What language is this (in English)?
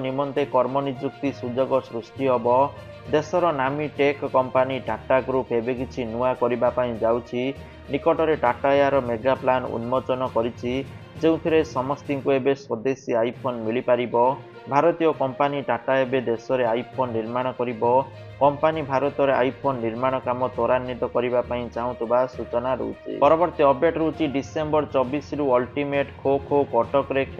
Odia